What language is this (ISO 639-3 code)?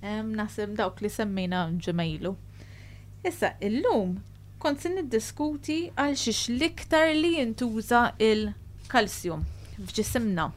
mlt